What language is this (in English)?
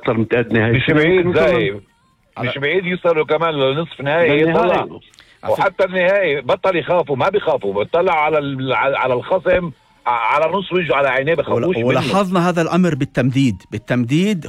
North Levantine Arabic